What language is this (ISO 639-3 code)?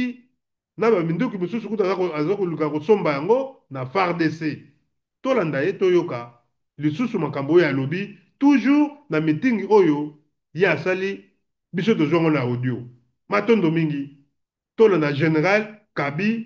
lin